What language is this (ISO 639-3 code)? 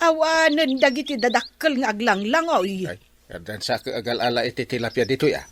ilo